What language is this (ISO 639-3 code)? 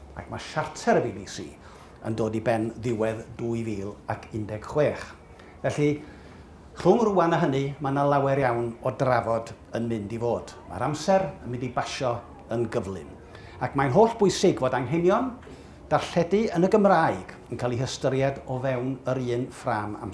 cym